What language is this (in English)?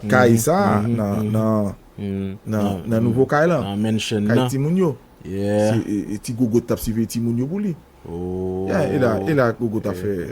Haitian Creole